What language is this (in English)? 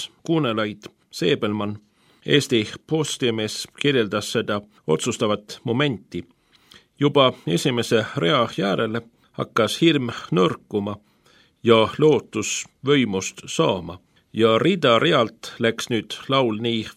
Estonian